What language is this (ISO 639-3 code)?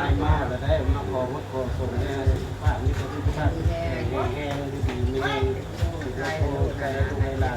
lao